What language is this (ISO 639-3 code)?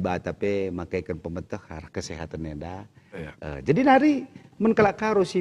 btx